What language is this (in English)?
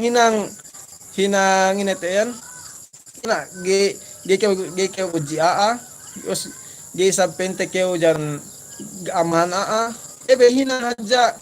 Yakan